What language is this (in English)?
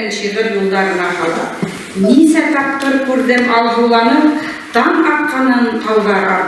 Bashkir